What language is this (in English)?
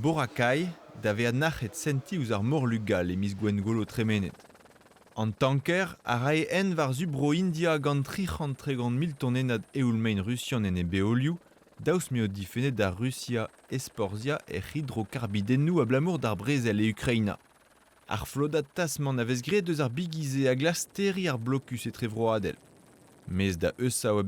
Breton